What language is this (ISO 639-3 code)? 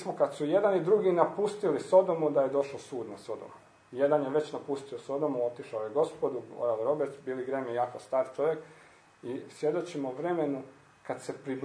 hrv